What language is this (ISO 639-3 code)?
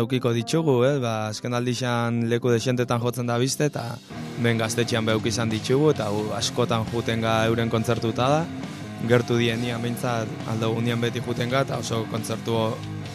eus